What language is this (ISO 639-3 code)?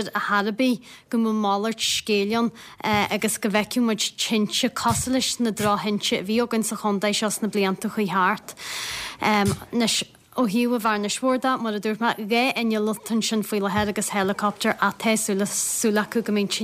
gle